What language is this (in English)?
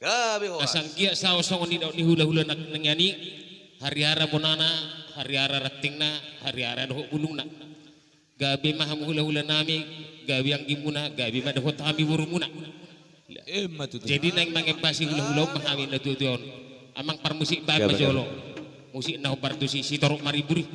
Batak Toba